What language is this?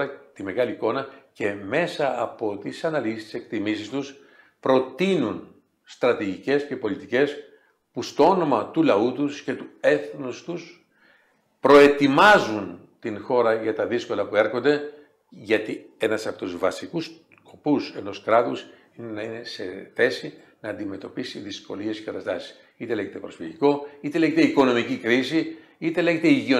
Greek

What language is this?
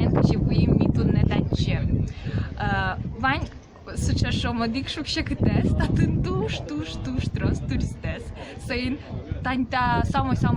Udmurt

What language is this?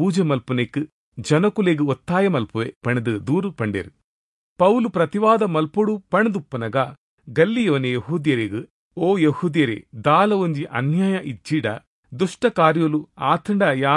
Tulu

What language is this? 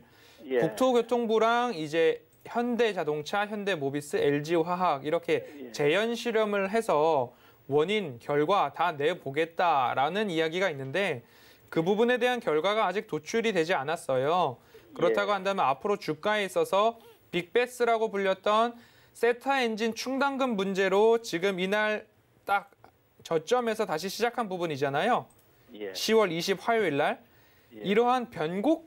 Korean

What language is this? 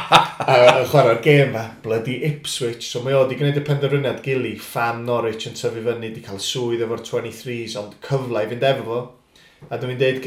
Welsh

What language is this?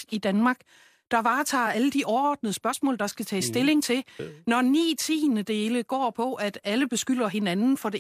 Danish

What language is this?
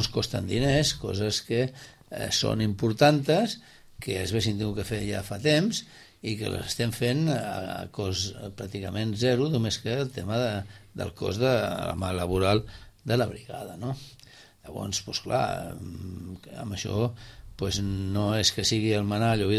Catalan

